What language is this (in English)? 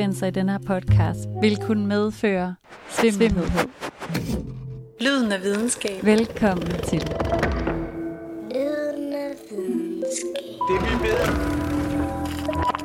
Danish